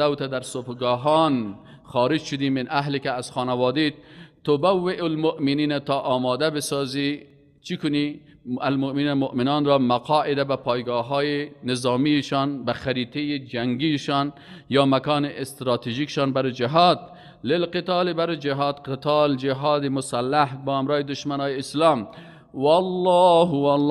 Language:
Persian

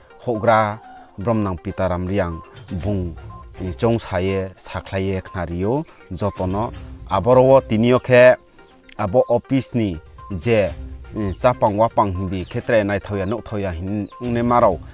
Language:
Riang (India)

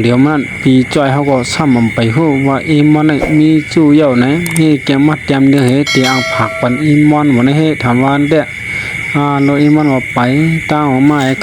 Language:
Shan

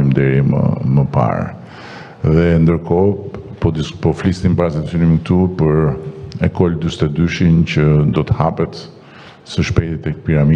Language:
Albanian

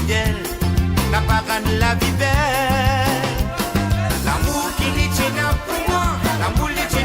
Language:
Morisyen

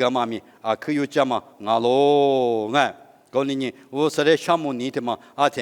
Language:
Lisu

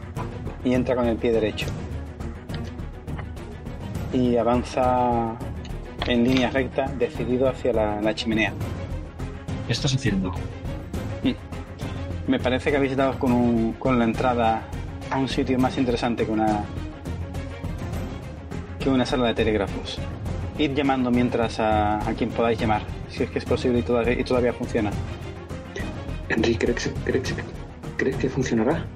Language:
Spanish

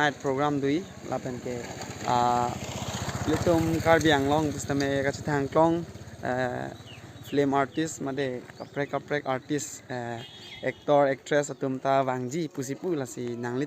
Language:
Karbi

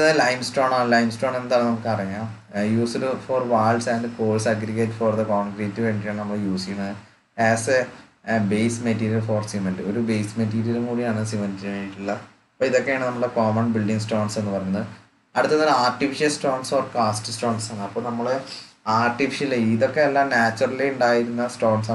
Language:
Malayalam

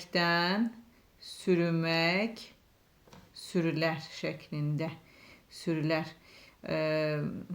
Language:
Azerbaijani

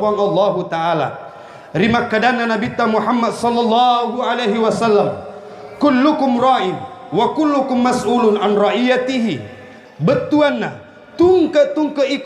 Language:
Buginese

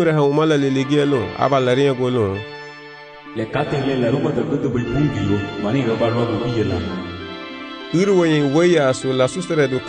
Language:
Garifuna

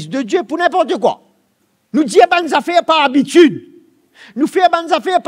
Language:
Morisyen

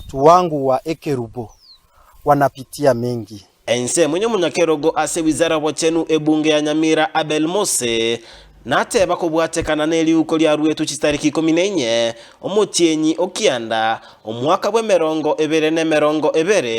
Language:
Gusii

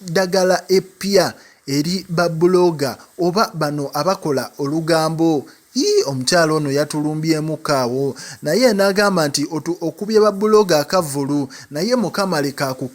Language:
Ganda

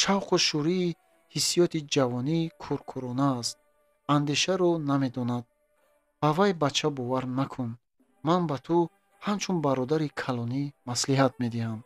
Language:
Tajik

